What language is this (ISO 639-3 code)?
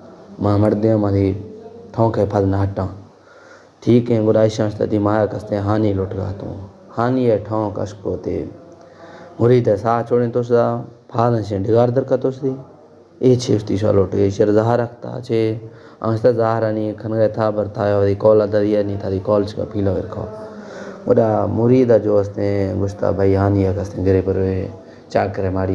bal